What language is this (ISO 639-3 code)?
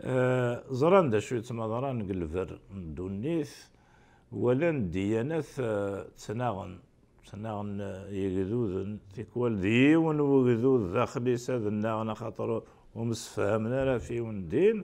kab